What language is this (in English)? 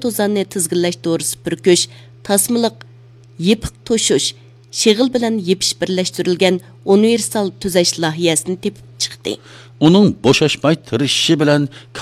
Uyghur